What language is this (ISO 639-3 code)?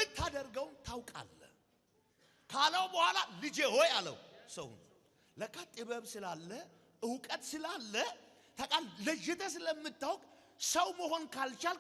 amh